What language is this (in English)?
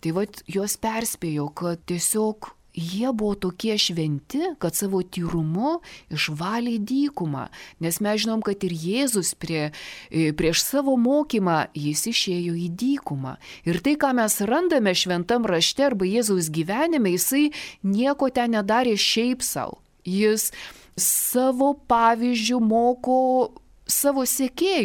Lithuanian